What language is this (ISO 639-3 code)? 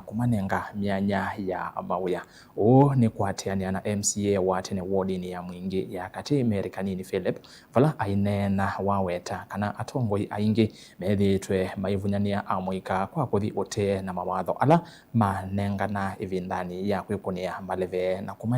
kam